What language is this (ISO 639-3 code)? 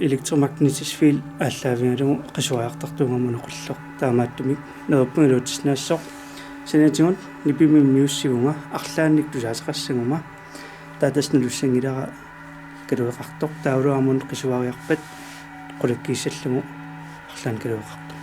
kal